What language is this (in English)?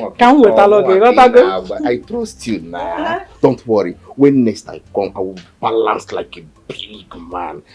Nigerian Pidgin